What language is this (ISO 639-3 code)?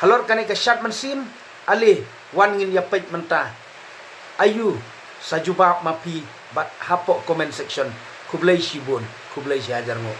kha